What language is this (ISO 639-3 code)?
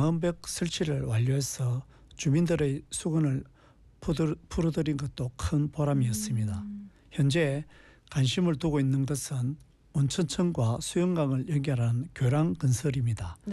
kor